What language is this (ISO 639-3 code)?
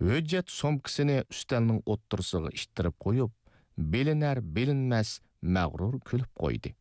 uig